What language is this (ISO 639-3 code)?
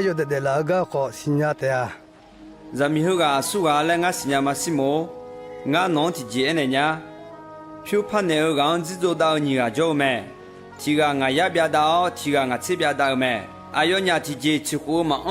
ahk